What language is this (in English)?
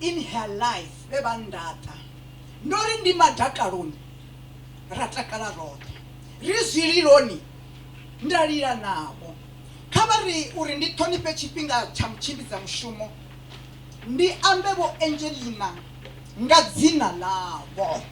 Venda